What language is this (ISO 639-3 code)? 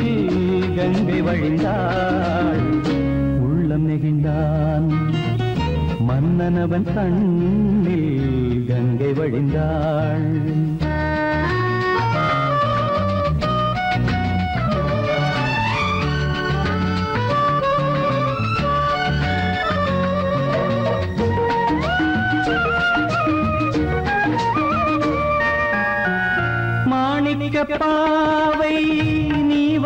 tam